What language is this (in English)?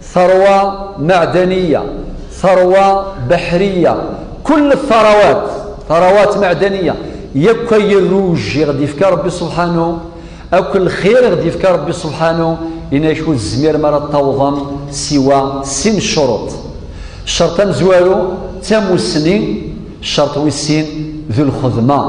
Kabyle